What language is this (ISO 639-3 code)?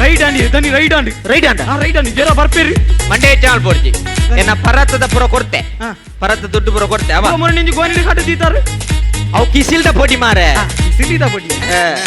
tcy